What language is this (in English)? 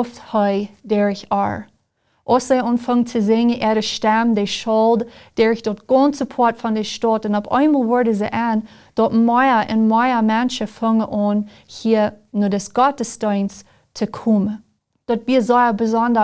Plautdietsch